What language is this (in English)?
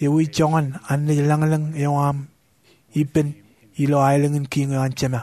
Marshallese